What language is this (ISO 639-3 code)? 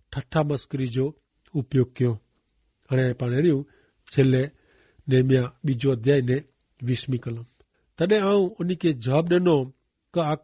kfr